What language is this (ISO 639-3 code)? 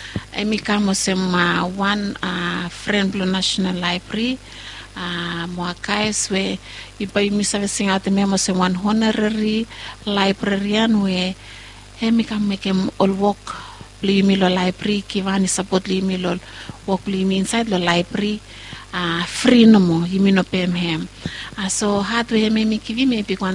bis